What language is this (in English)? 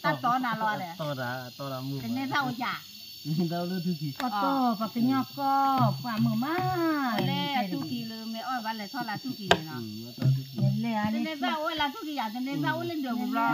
S'gaw Karen